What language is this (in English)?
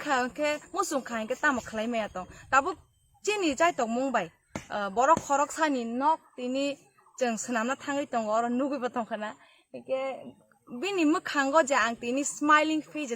Kok Borok